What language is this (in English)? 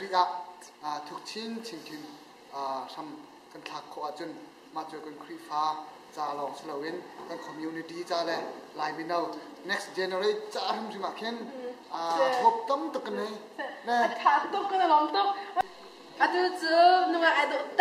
Hakha Chin